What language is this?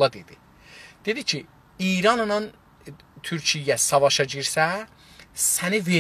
South Azerbaijani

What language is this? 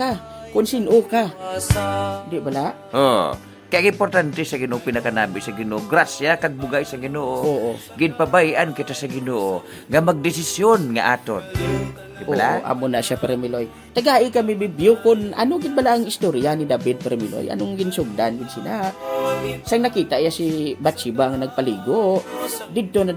Hiligaynon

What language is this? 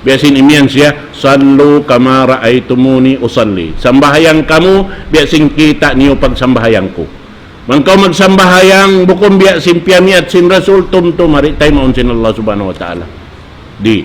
Tausug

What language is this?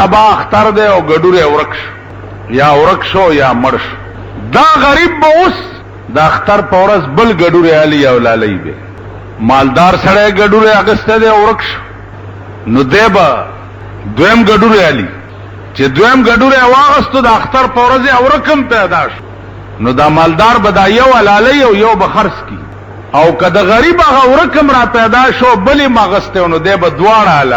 Pashto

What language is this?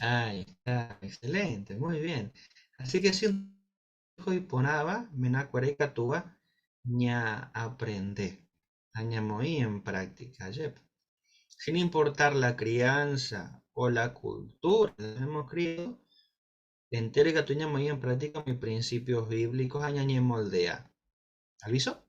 Guarani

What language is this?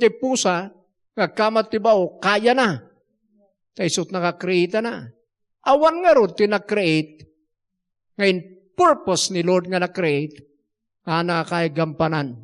Iloko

